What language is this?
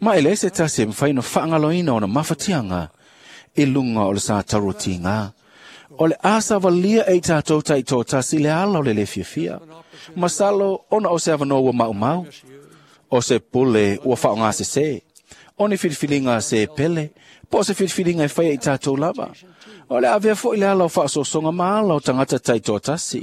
Samoan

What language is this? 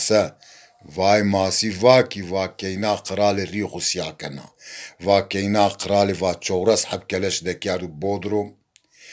Zaza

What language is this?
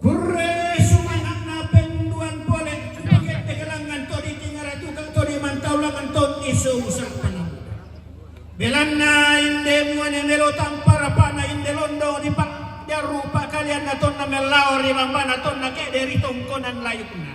Toraja-Sa'dan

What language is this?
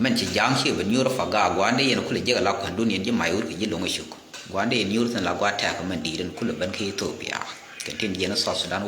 Nuer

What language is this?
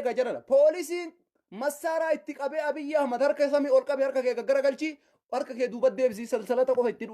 Oromo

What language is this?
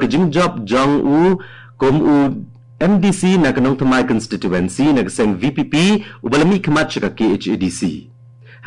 Khasi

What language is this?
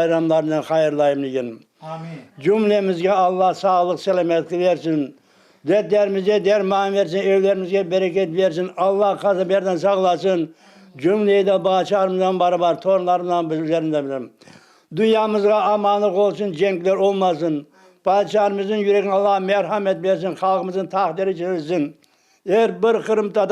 Crimean Tatar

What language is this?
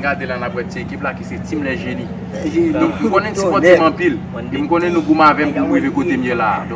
Haitian Creole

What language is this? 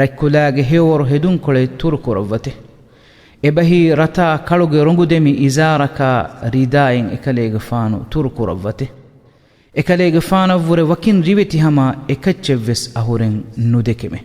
Divehi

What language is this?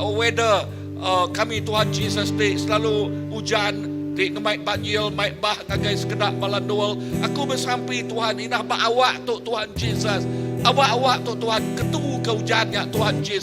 Iban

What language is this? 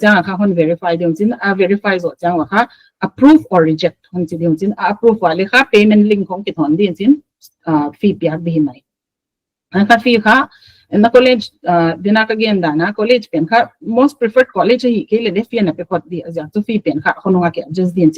Paite Chin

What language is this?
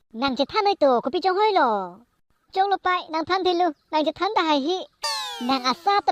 Karbi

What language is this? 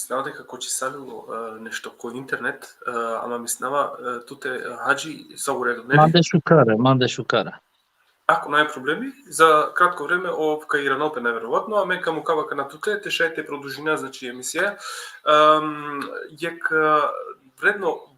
Balkan Romani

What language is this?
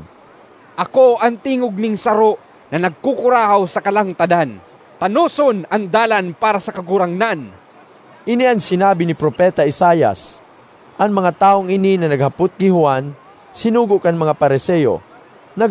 Bikol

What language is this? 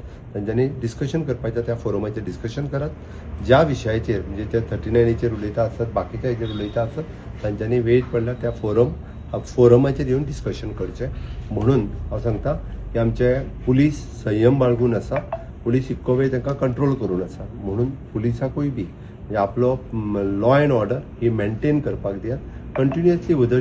Konkani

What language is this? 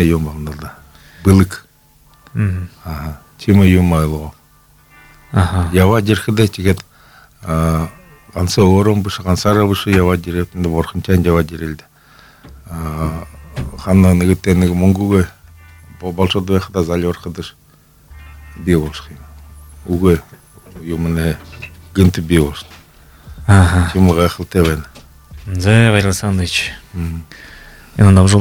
Buriat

